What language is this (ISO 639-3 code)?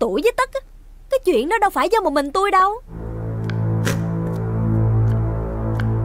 vie